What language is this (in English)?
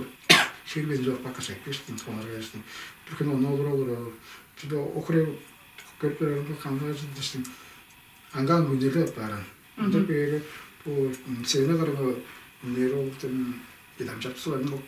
Tuvinian